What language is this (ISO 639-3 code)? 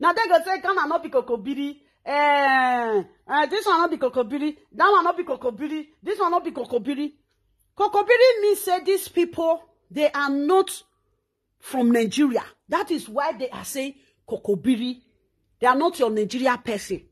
pcm